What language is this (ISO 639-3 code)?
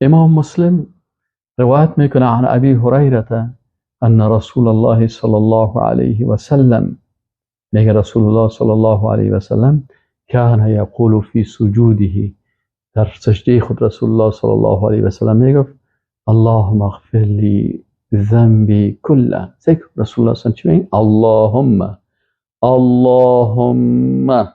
fas